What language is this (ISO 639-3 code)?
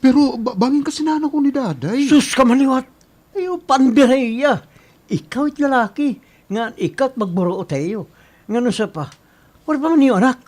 war